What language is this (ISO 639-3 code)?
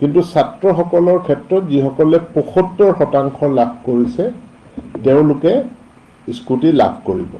asm